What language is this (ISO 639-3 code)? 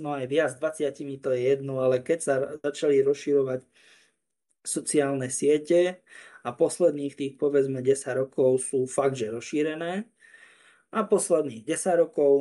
slk